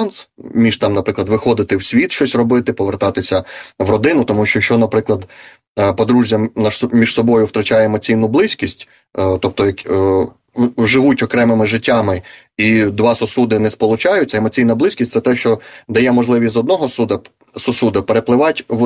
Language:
Ukrainian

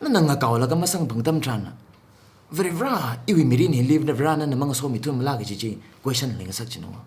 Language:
Tangkhul Naga (India)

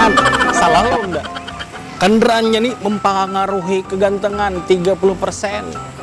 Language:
Banjar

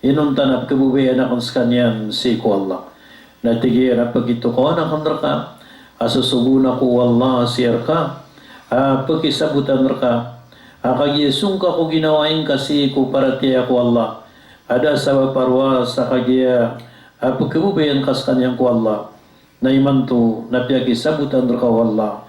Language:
Maranao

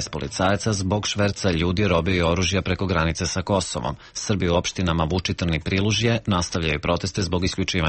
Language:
Serbian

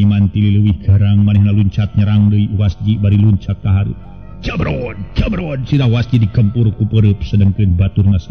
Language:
Sundanese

